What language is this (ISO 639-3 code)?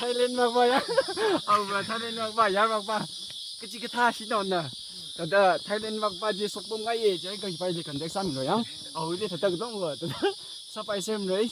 nmf